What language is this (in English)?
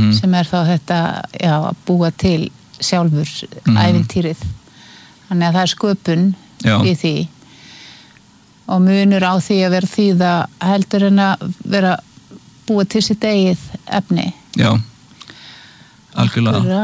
Icelandic